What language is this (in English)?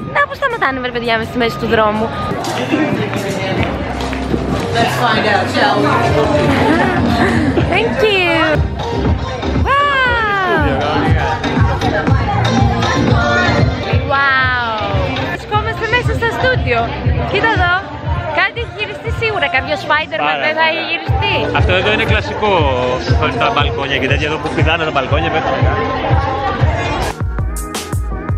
Greek